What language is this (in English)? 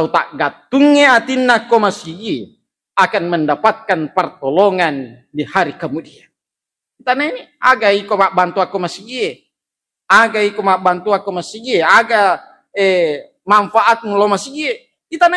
Buginese